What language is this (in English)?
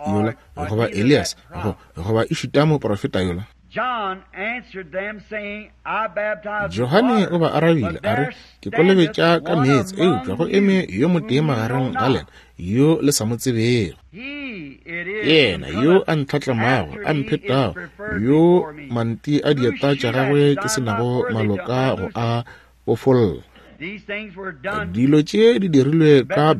Northern Sotho